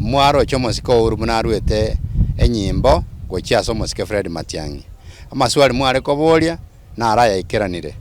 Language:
Gusii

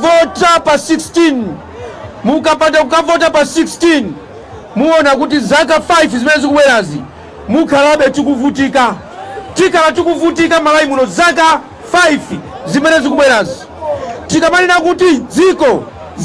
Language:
Nyanja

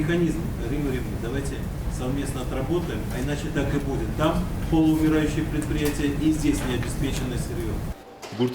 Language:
Udmurt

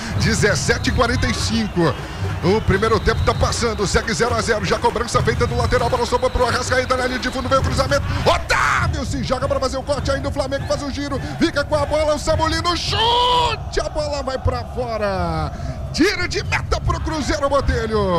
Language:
Portuguese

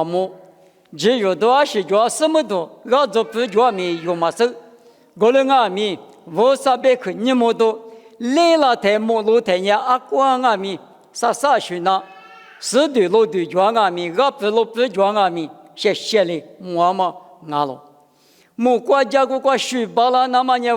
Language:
Lisu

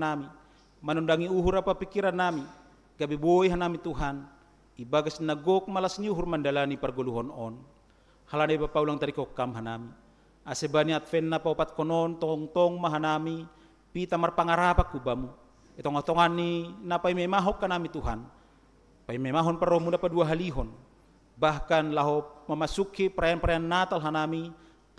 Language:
Batak Simalungun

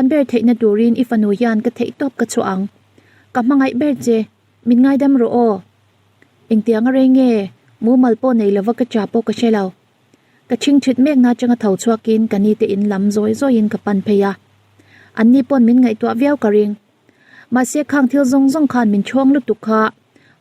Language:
Mizo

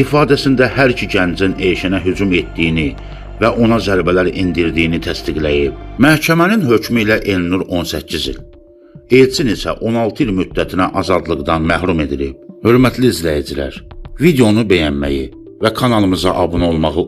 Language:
Azerbaijani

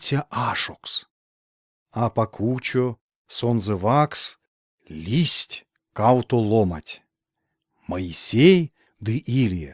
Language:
Erzya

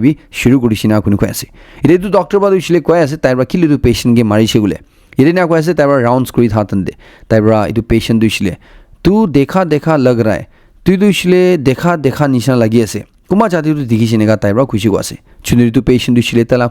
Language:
Naga Pidgin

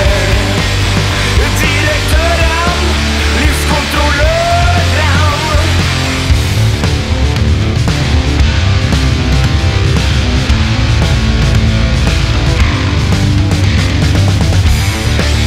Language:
Norwegian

